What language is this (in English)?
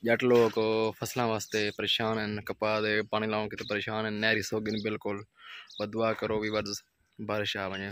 Saraiki